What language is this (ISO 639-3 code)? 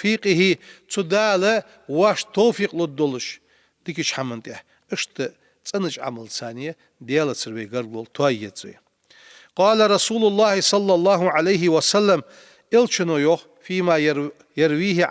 inh